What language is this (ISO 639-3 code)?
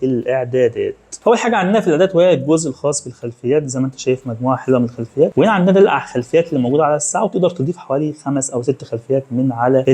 arz